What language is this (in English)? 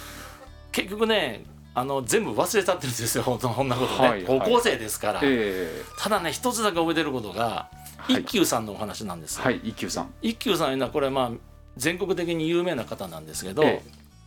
Japanese